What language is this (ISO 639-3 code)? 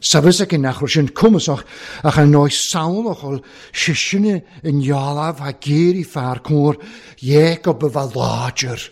cym